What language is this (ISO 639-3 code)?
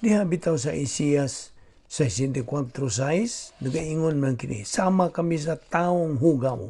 ceb